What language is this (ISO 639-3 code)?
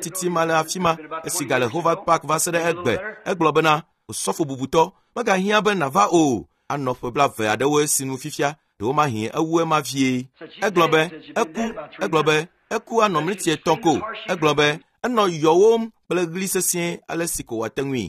ewe